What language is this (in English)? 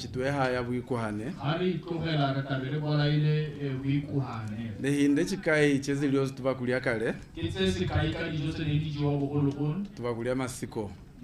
Tswana